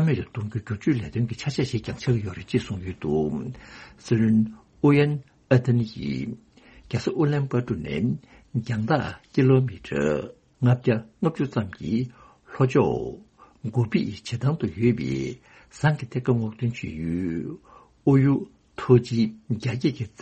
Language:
Tibetan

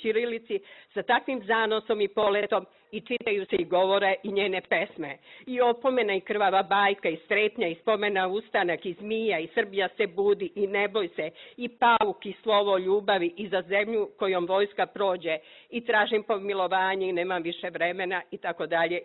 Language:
Serbian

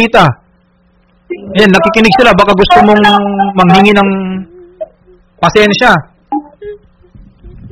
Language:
Filipino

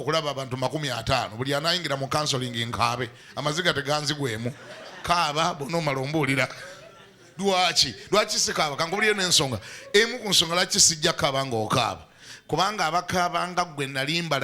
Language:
Ganda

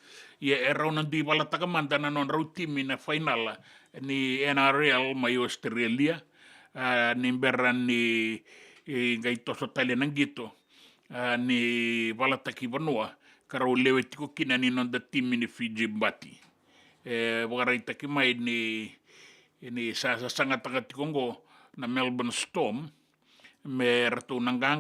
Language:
Fijian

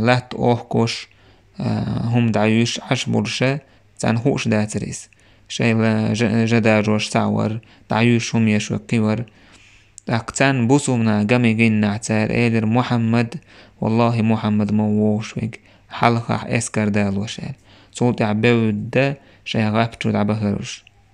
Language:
Chechen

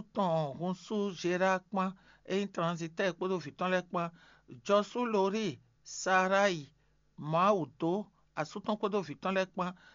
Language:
Fon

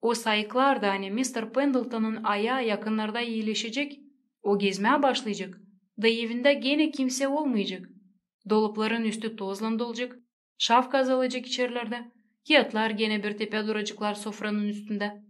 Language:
Gagauz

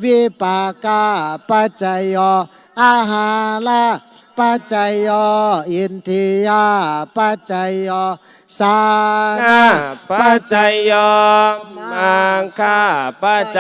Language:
Shan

